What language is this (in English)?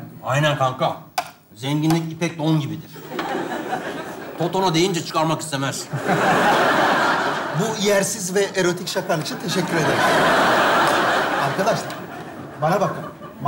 Turkish